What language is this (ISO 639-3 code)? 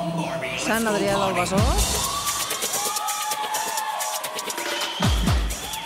cat